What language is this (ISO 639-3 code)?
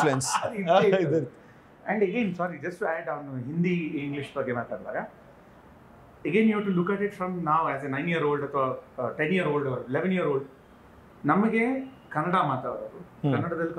kan